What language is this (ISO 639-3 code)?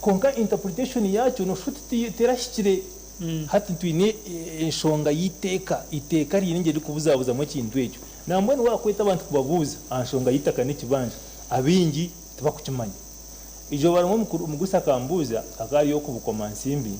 nyn